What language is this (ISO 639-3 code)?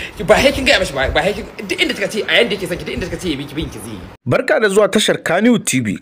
hau